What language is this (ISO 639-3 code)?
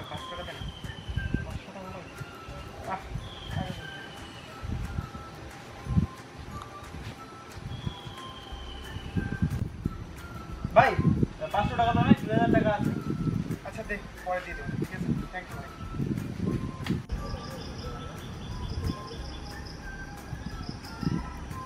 ben